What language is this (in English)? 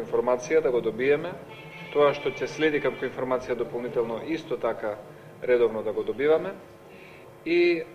Macedonian